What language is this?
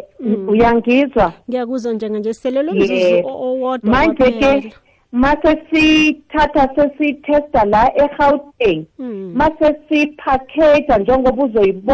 South Ndebele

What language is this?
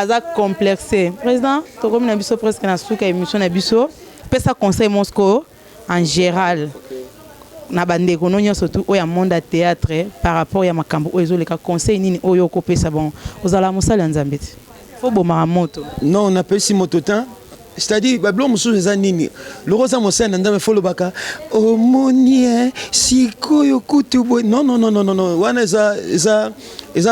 Lingala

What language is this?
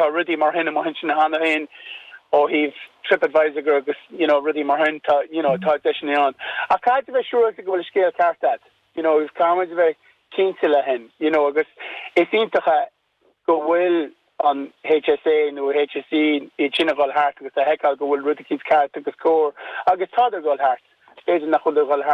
Irish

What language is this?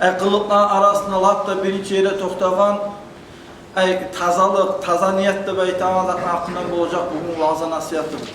Kumyk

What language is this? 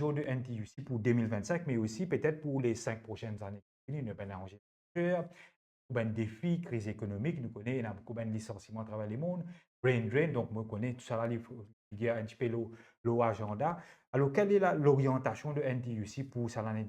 Morisyen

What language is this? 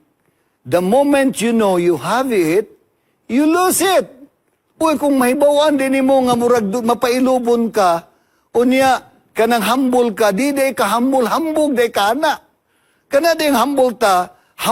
Cebuano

